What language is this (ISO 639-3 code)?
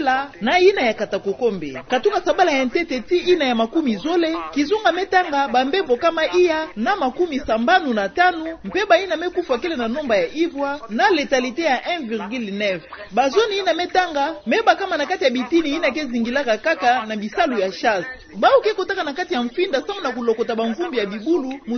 ktu